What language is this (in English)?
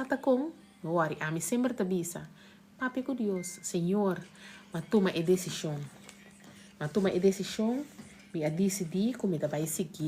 Papiamento